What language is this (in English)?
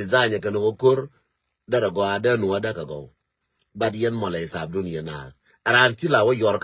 Nuer